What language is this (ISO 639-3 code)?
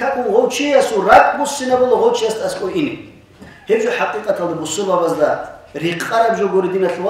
ava